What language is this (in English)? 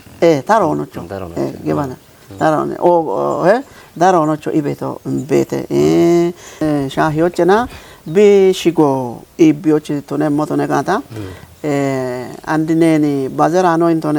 Kafa